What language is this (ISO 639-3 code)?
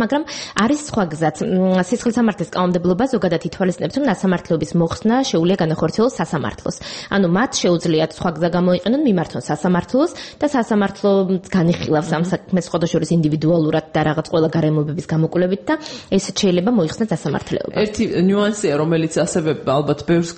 kat